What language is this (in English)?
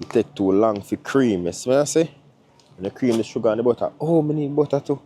Jamaican Creole English